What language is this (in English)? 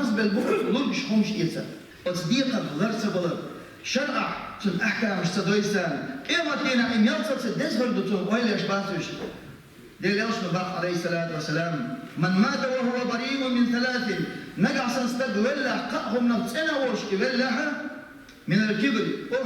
Chechen